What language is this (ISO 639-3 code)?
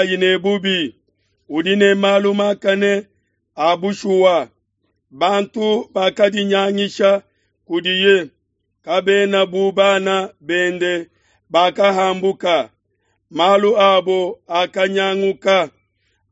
lua